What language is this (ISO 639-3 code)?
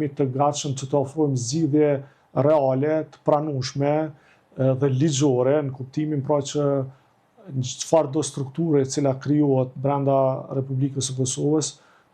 sqi